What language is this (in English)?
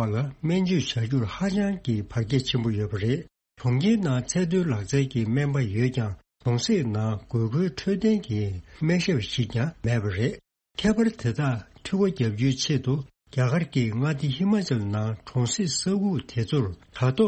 Tibetan